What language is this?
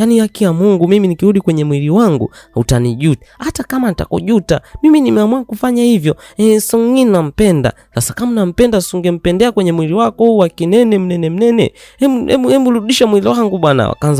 Swahili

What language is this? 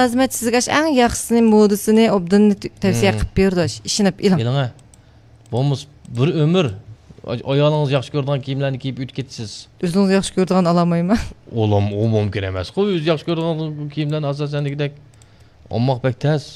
Uyghur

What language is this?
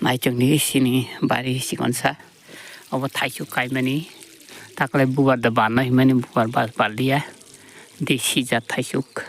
Kok Borok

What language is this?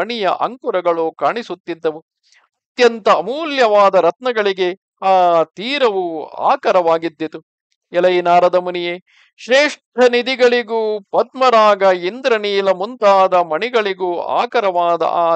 Kannada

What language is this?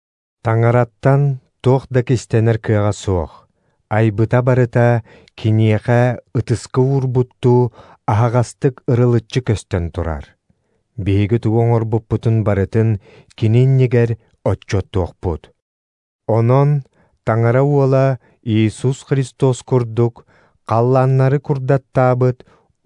Yakut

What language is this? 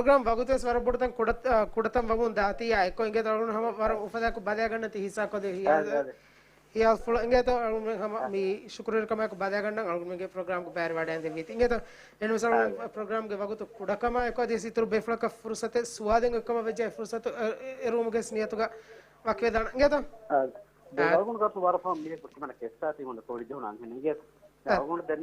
Divehi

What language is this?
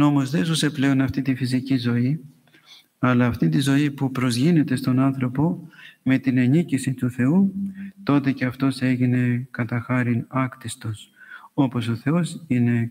Greek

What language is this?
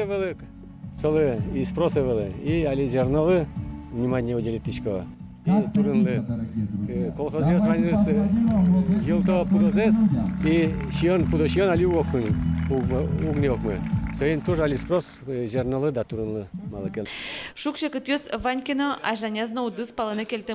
Udmurt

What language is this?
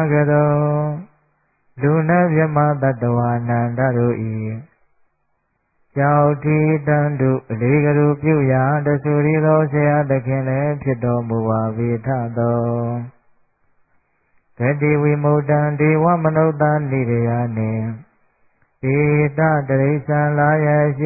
Burmese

